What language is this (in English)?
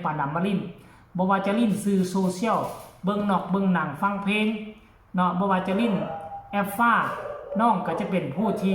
Northeastern Thai